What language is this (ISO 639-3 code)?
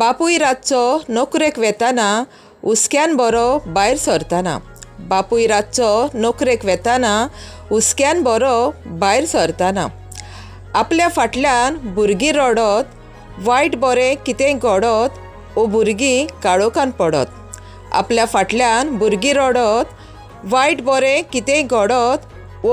kok